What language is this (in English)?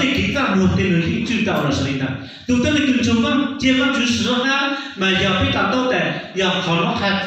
Hmong